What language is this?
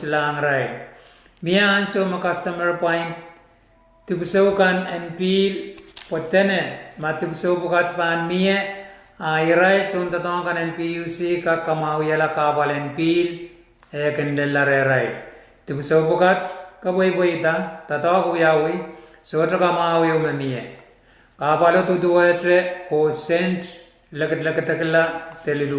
Pohnpeian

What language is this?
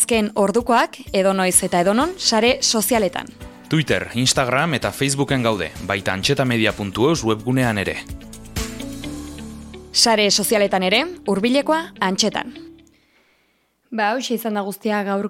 Basque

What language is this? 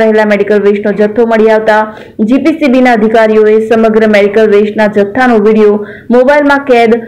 Gujarati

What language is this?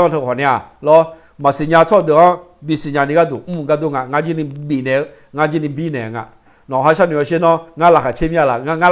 Akha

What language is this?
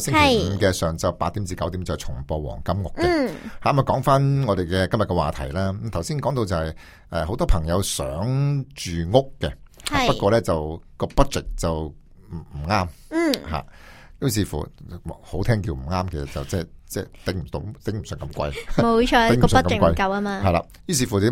Cantonese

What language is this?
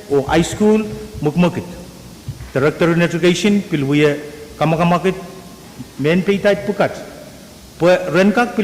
Pohnpeian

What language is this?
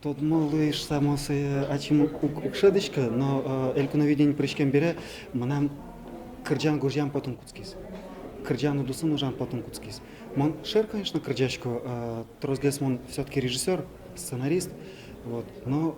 Udmurt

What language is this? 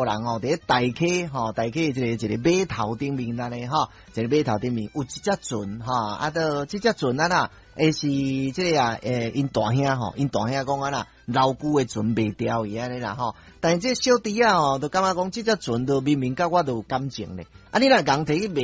Min Nan Chinese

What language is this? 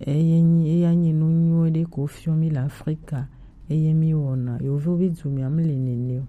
Gen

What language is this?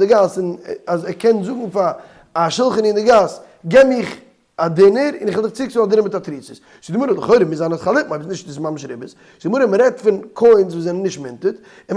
Yiddish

